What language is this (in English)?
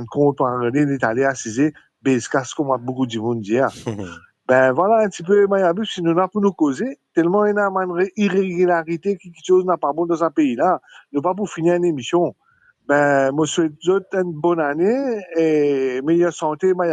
Morisyen